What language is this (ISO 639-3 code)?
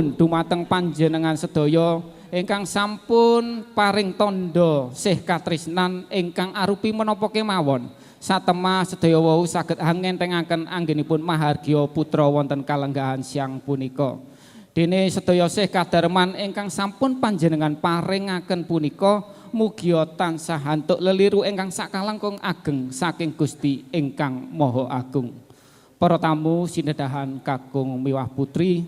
jav